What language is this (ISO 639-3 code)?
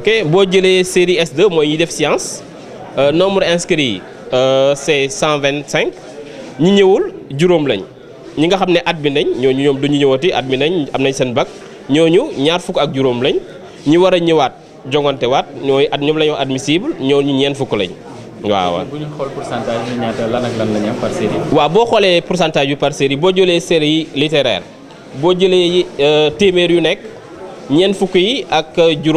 wol